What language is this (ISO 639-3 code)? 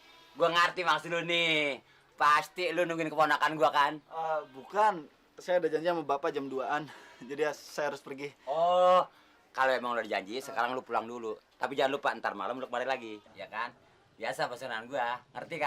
bew